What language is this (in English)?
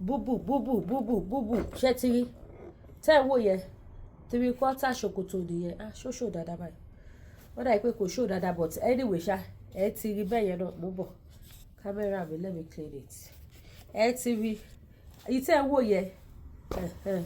Yoruba